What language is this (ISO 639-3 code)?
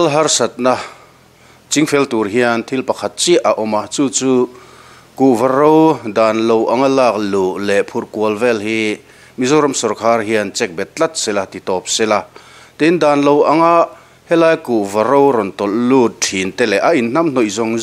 lus